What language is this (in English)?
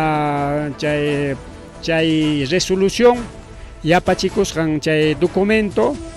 Ayacucho Quechua